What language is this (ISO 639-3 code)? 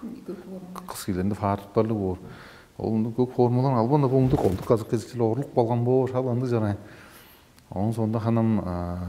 tyv